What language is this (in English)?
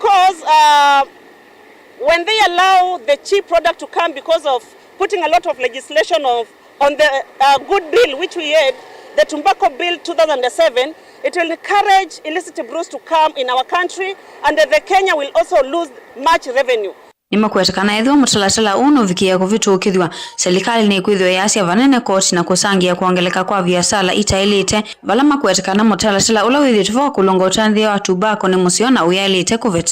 Kamba